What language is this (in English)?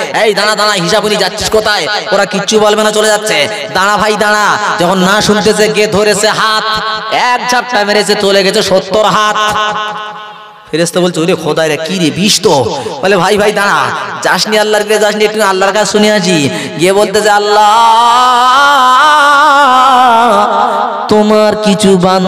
Bangla